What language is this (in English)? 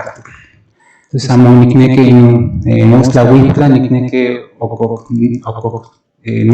Central Nahuatl